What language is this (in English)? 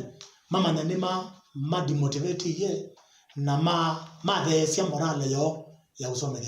Kamba